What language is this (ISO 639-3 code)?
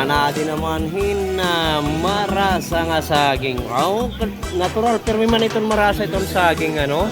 war